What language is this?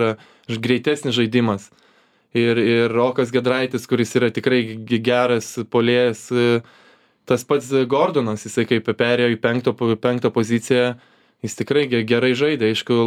Lithuanian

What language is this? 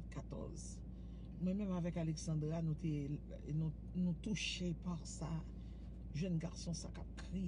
Haitian Creole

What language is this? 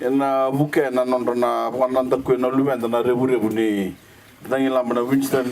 Fijian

